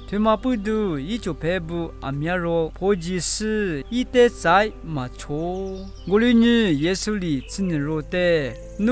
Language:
Lisu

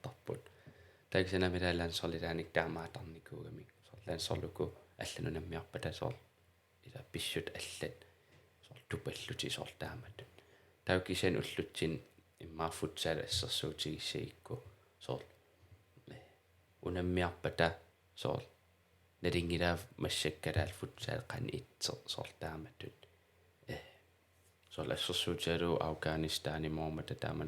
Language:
Kalaallisut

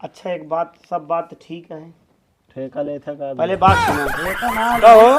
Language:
Awadhi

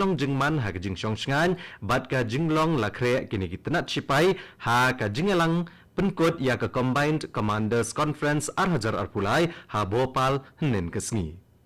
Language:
Khasi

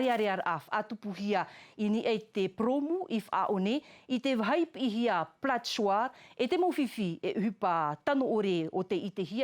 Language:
Tahitian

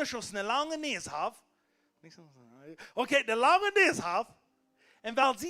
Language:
Plautdietsch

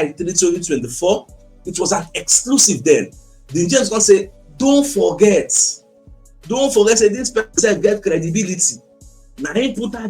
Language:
Nigerian Pidgin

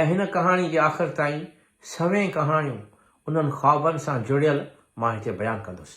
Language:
Sindhi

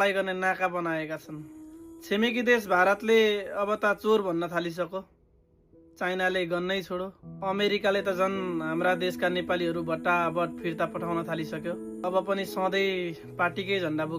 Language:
Nepali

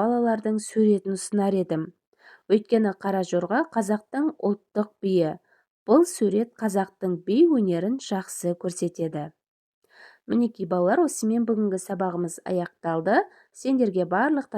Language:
Kazakh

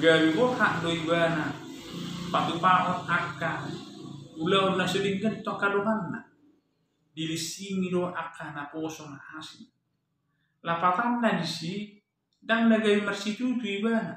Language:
Batak Toba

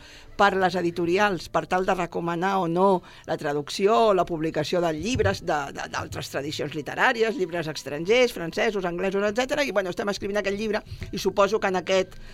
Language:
Catalan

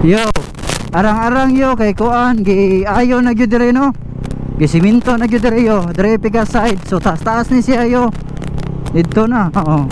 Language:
Cebuano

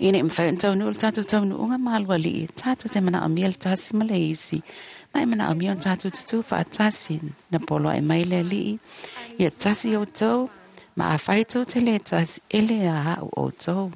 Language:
Samoan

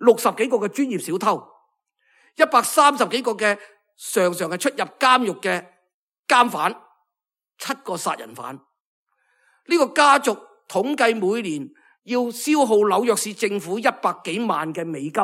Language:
Cantonese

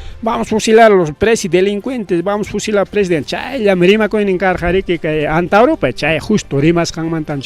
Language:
Ayacucho Quechua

